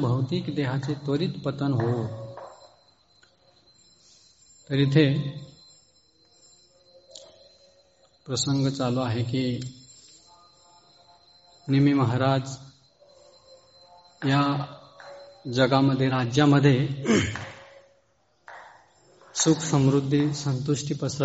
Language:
Marathi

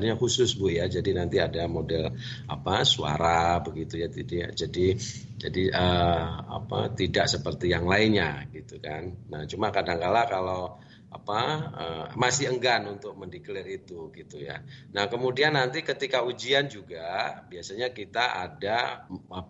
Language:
Indonesian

